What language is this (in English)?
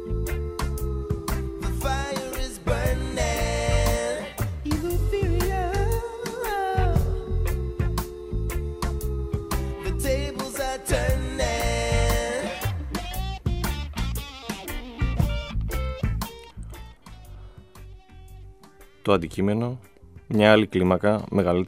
Greek